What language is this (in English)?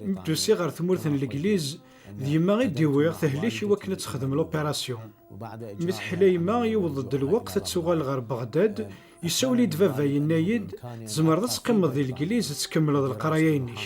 Kabyle